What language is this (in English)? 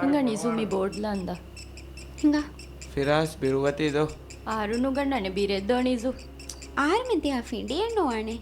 Divehi